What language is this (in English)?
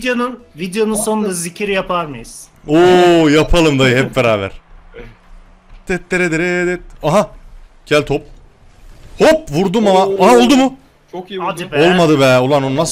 Turkish